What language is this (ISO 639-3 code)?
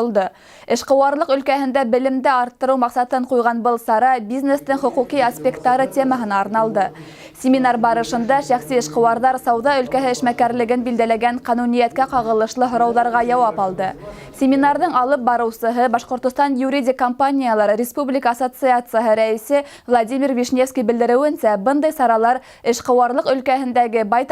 bak